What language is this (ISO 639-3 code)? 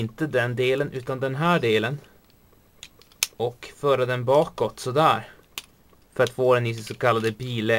swe